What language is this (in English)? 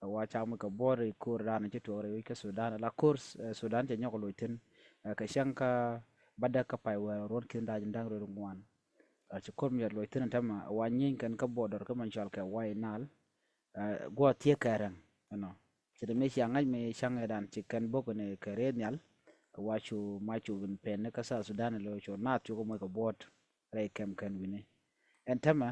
Nuer